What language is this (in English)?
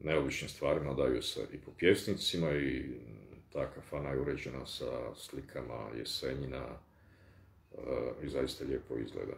Bosnian